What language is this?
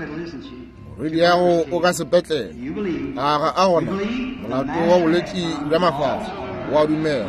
Northern Sotho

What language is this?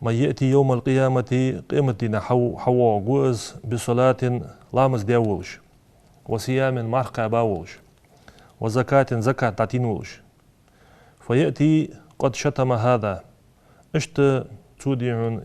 Ingush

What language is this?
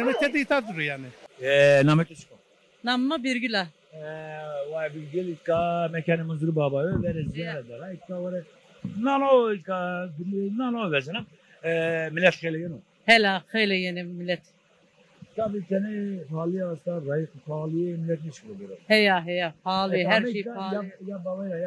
Zaza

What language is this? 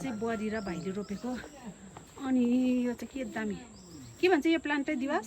Nepali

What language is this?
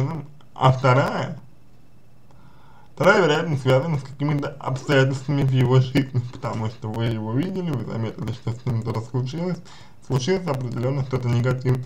Russian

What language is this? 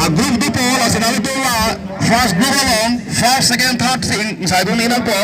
Karbi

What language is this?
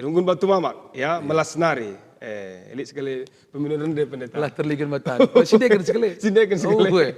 Batak Karo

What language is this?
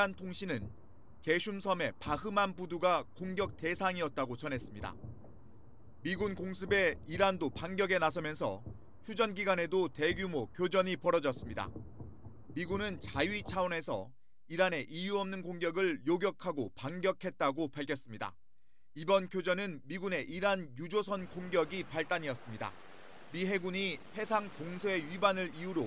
Korean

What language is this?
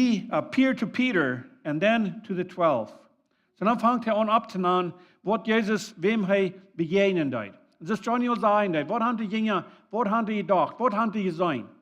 Plautdietsch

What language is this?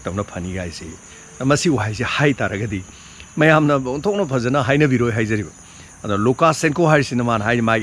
Manipuri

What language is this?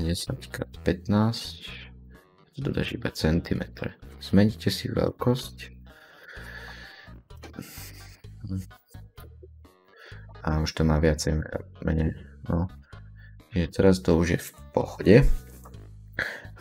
Slovak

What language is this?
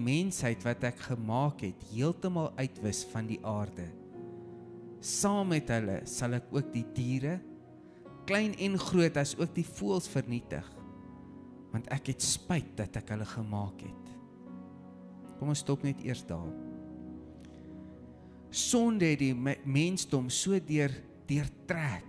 Afrikaans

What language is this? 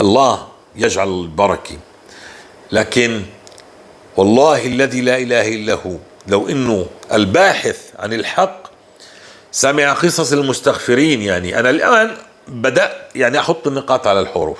North Levantine Arabic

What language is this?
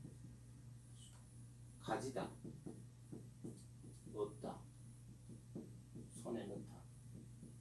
Korean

